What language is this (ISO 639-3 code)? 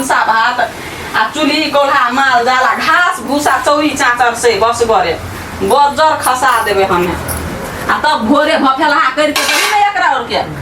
mai